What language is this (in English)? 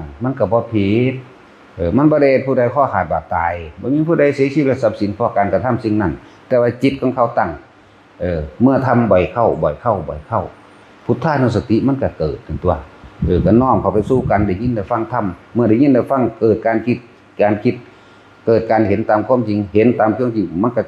Northeastern Thai